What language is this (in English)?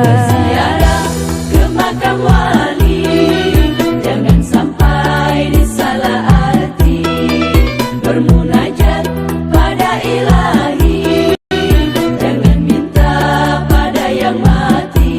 Banjar